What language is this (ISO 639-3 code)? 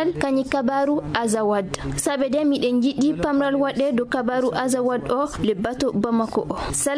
ful